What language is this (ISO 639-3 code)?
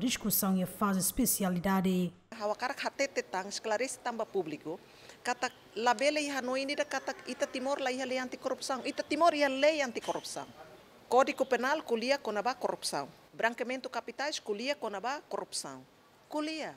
tet